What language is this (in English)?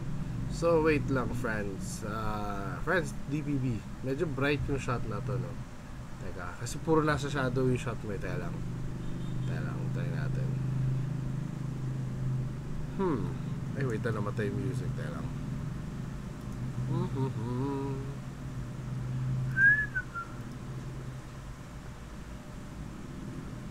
Filipino